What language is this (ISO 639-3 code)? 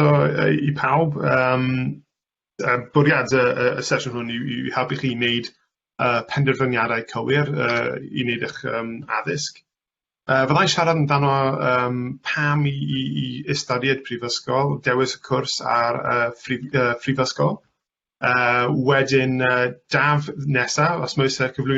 cym